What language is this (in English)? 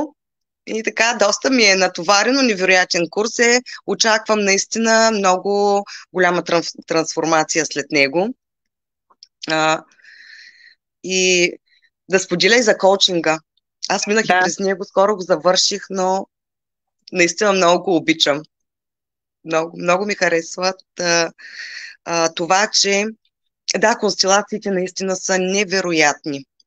Bulgarian